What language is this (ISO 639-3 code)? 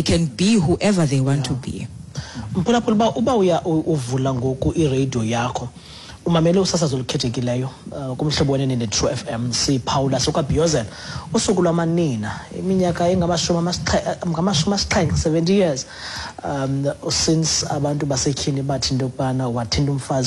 xho